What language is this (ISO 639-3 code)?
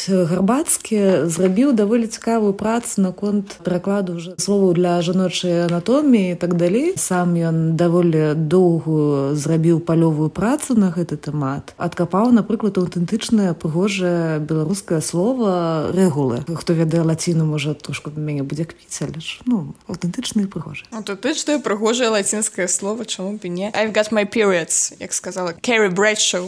bel